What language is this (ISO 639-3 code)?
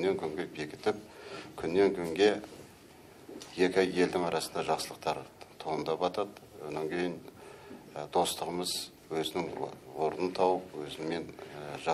kaz